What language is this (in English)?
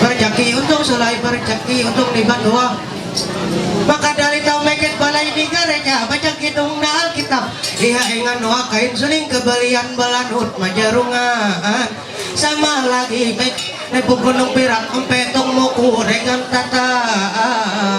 Ma'anyan